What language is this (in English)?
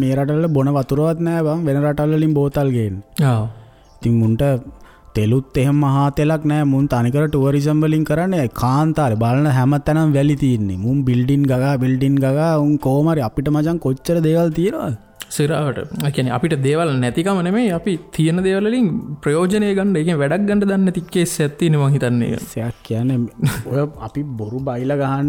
Sinhala